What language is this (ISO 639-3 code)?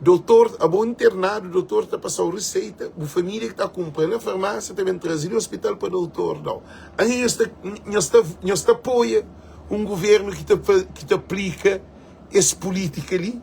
kea